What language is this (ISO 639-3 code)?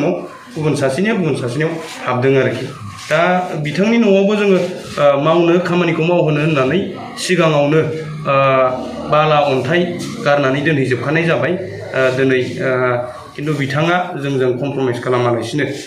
brx